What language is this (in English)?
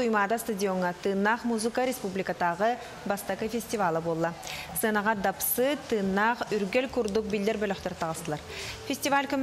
Yakut